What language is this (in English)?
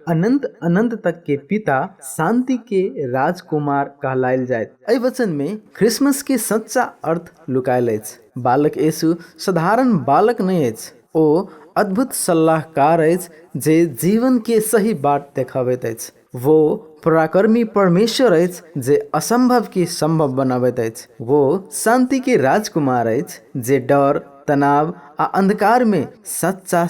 Maithili